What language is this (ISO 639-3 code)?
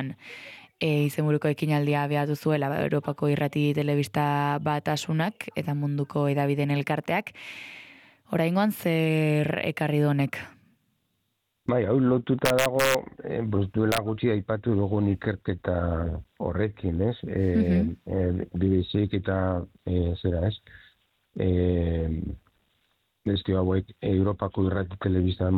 eus